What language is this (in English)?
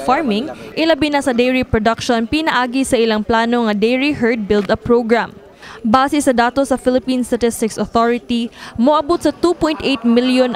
Cebuano